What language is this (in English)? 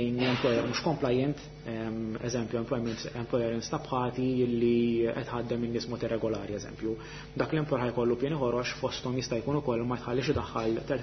Maltese